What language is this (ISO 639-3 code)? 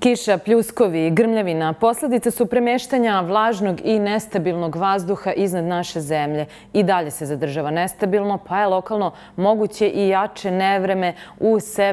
srp